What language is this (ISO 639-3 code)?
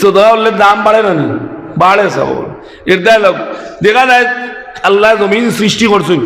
syl